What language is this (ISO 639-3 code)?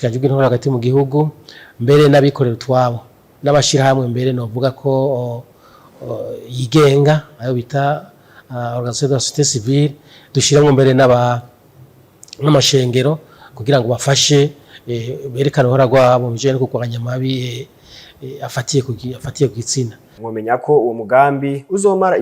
run